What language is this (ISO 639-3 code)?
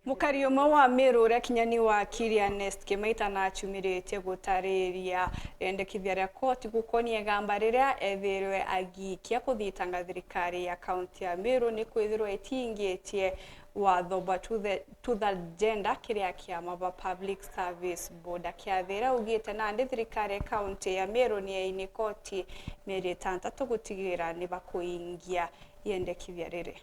mer